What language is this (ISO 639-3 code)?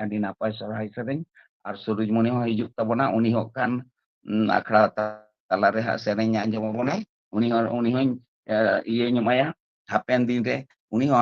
sat